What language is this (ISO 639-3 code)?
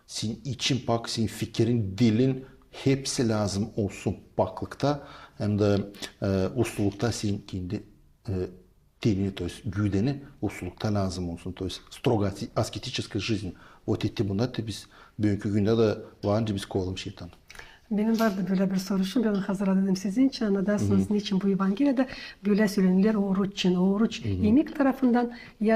gag